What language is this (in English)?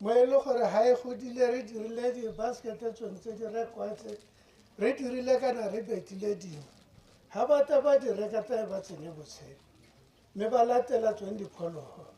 Tswana